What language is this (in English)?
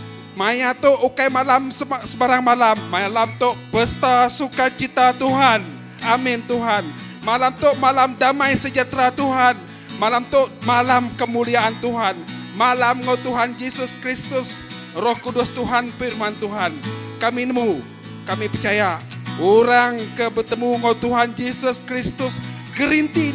Iban